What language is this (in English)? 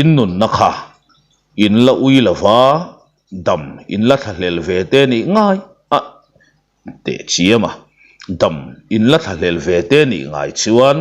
Mizo